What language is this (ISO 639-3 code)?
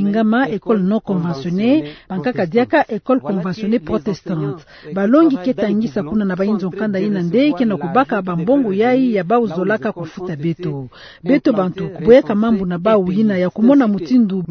ktu